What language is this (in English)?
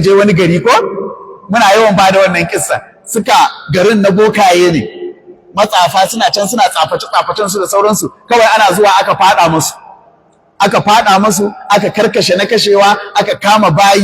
Hausa